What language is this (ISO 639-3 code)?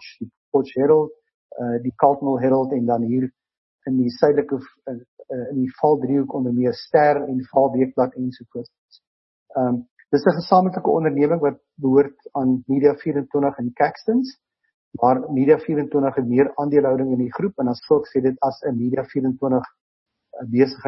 afr